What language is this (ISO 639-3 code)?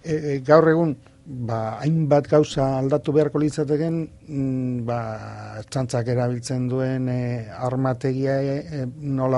eus